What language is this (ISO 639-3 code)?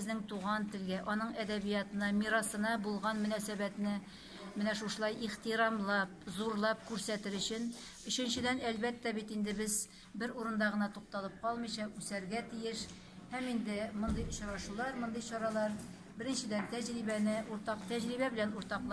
tat